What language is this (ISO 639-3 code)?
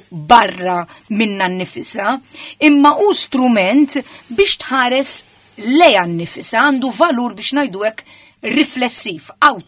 mlt